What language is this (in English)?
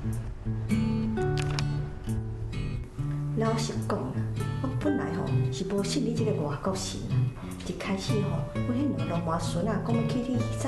Min Nan Chinese